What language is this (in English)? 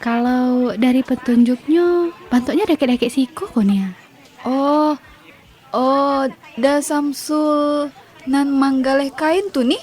Minangkabau